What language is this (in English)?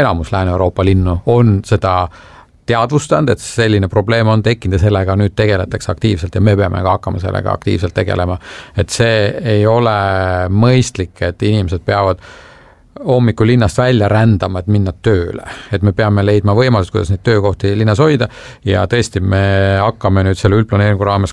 Estonian